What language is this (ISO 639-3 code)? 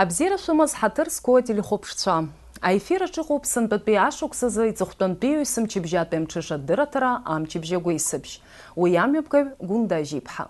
abk